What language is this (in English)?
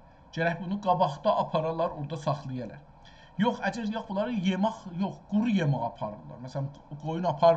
South Azerbaijani